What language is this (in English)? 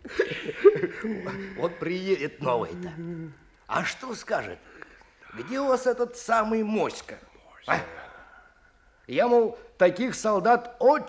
Russian